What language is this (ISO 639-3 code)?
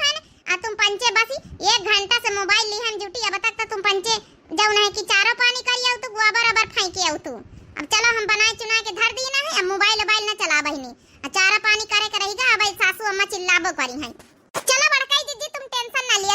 awa